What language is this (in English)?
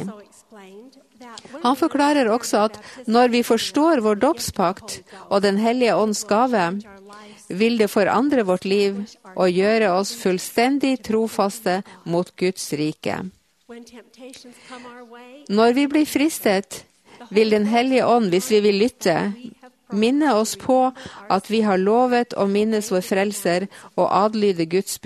Norwegian